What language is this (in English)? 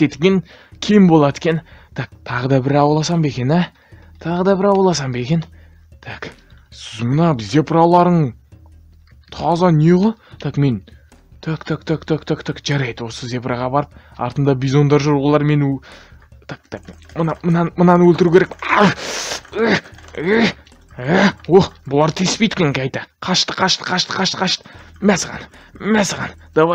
Kazakh